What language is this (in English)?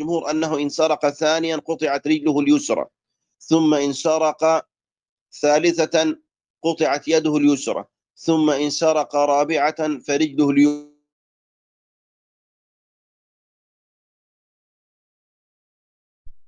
Arabic